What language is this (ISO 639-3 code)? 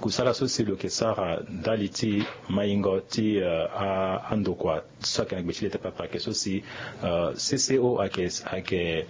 sag